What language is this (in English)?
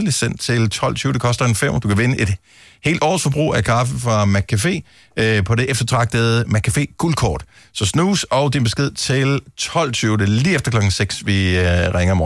Danish